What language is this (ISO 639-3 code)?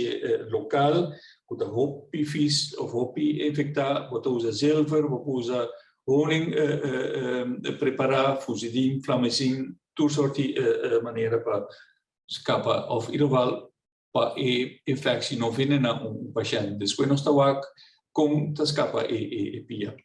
pap